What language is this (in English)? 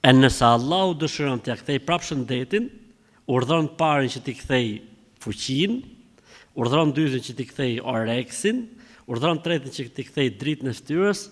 Albanian